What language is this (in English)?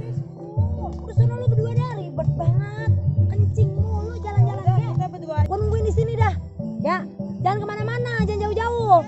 Betawi